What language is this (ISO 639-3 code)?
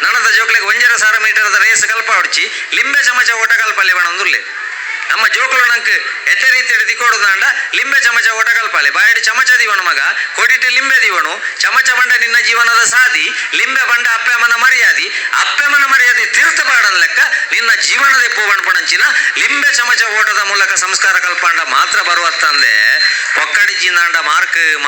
tcy